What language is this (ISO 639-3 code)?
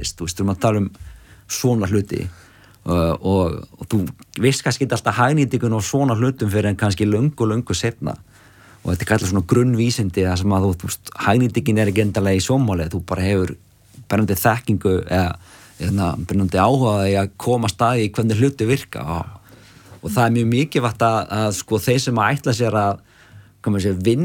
isl